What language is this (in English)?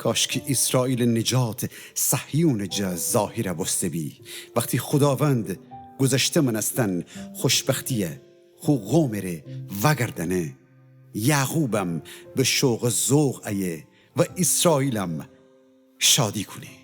Gilaki